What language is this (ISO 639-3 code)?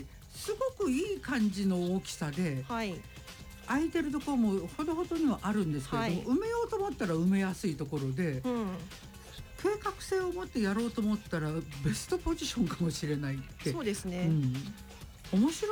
jpn